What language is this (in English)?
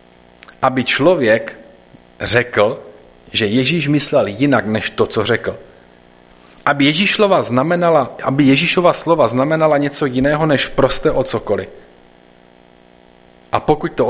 Czech